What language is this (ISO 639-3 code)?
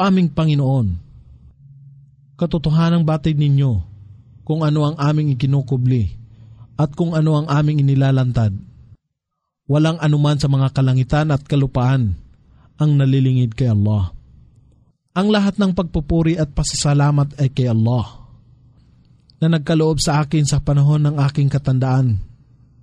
fil